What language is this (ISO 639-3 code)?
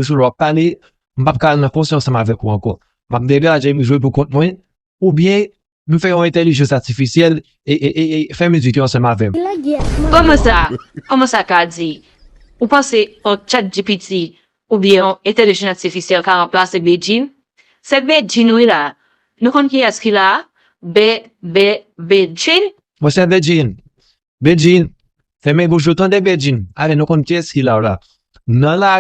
hat